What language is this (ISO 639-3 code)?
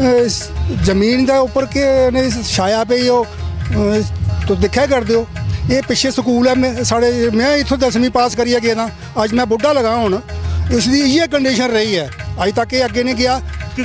doi